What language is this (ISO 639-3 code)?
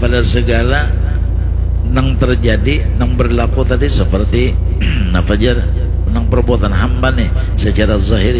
bjn